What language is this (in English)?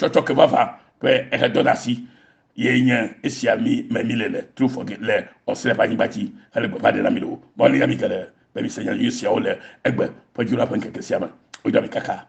Ewe